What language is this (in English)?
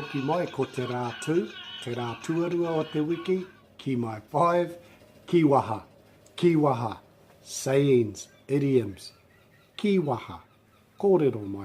Māori